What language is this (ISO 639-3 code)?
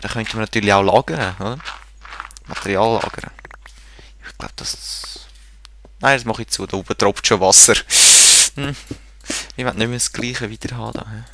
gsw